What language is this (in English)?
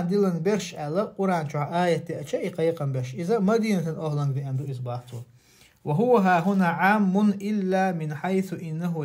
Chechen